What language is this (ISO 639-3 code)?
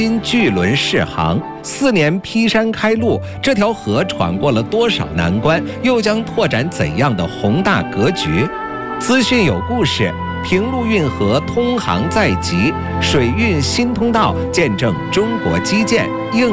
zho